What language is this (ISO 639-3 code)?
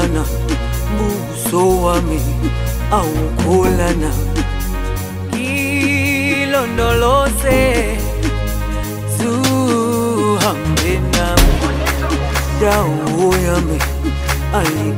swa